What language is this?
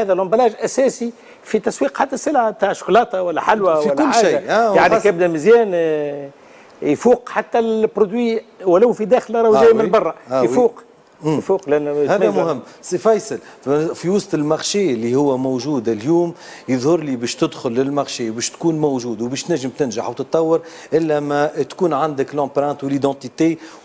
Tunisian Arabic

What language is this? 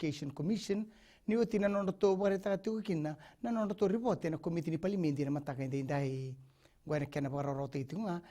Fijian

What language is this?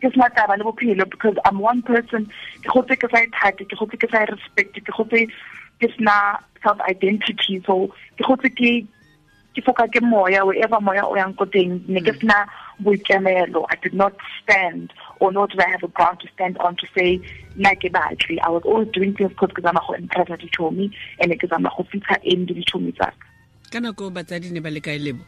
Tswana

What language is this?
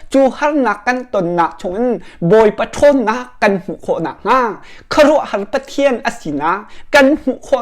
Hakha Chin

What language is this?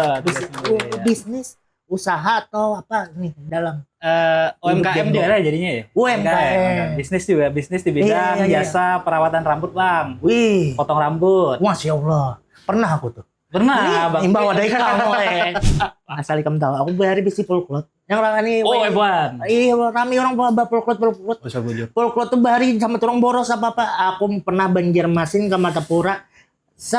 Banjar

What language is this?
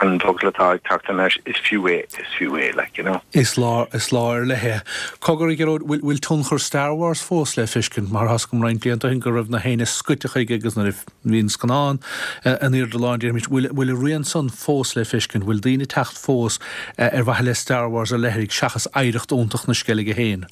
Irish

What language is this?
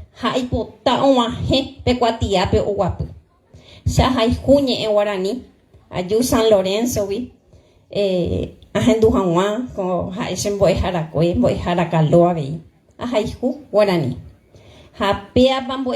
Guarani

